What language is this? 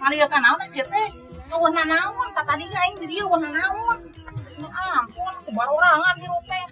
Sundanese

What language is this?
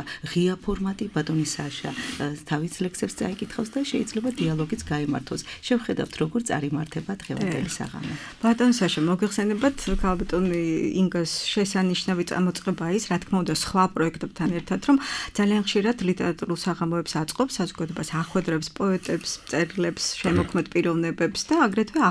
Georgian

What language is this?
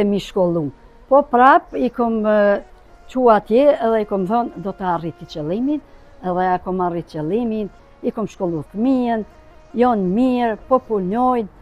Albanian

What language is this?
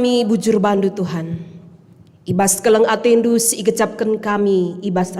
Batak Karo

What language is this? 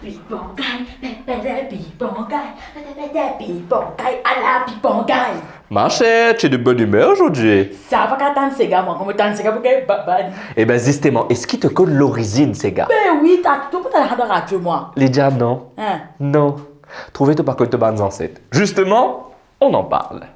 Morisyen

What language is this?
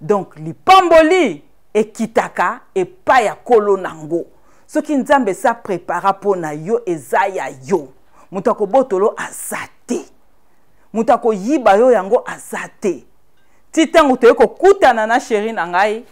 Lingala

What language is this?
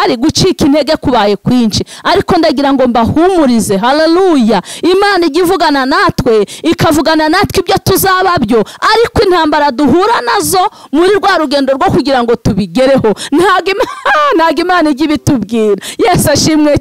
Kinyarwanda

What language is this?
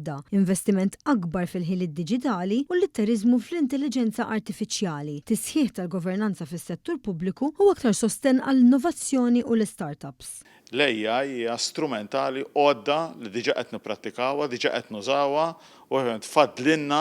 Maltese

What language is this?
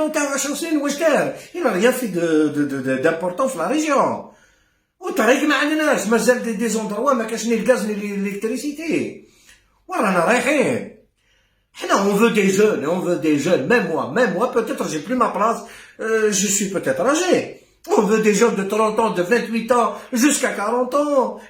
Algerian Arabic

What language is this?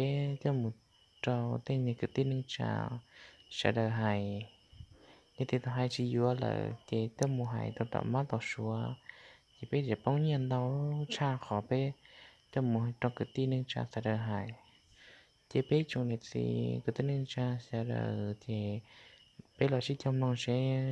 Hmong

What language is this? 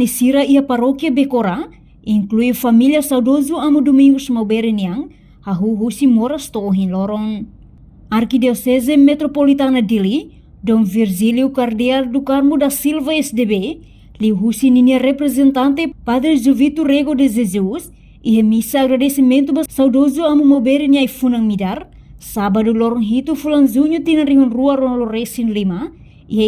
Tetum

